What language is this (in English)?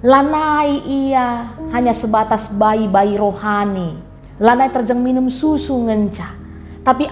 Batak Karo